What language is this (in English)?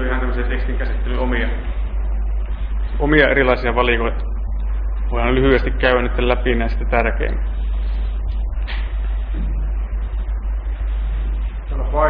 Finnish